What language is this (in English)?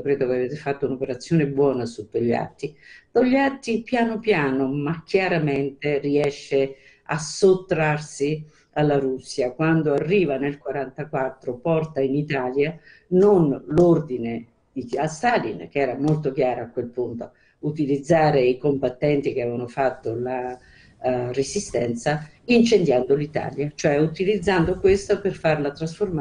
Italian